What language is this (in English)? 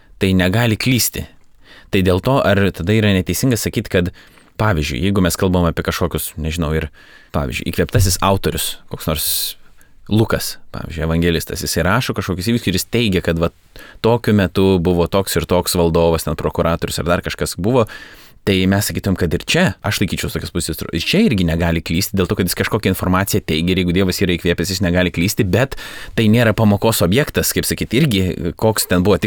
Lithuanian